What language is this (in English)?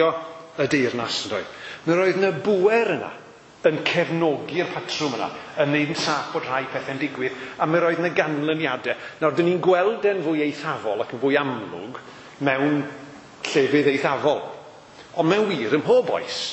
Welsh